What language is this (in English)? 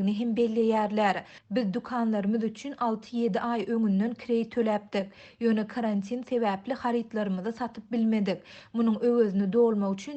Turkmen